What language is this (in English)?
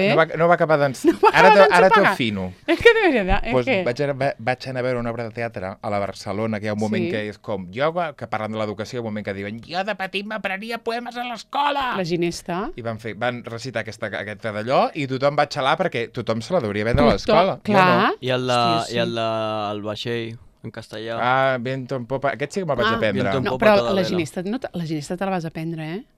Catalan